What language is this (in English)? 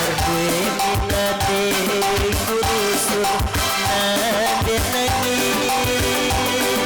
Batak Karo